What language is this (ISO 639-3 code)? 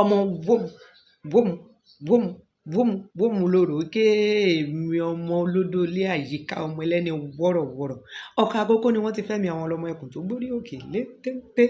yor